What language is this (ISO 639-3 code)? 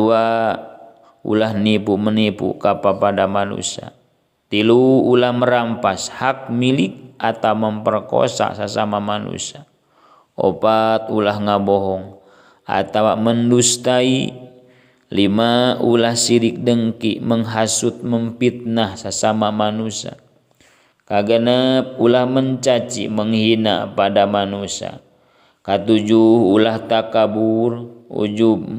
sun